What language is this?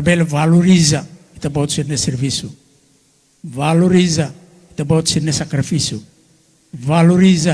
Tetum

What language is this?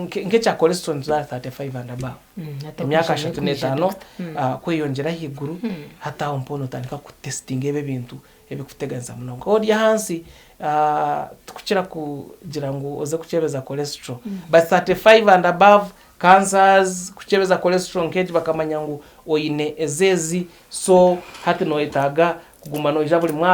Nyankole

